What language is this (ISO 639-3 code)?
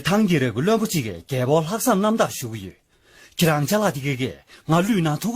bod